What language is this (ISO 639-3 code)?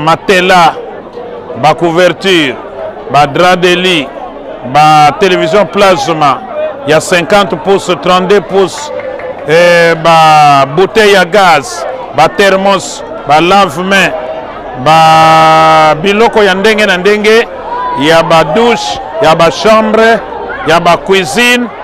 lin